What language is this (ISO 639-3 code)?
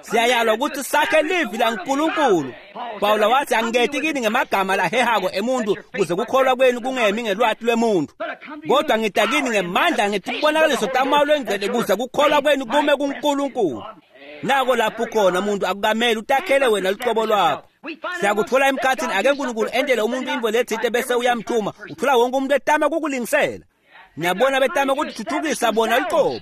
ssw